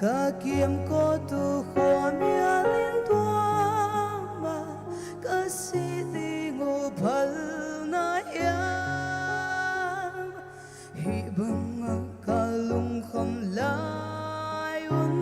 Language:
Paite Chin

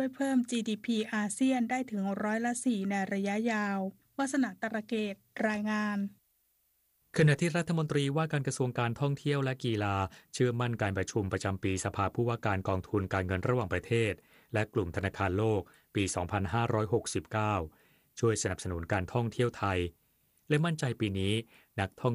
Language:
Thai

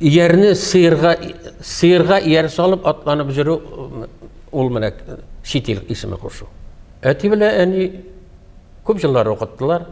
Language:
Tatar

